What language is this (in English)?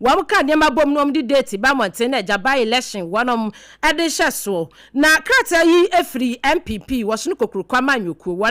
Akan